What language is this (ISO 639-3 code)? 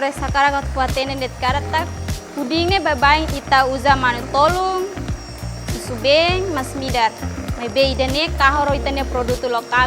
tet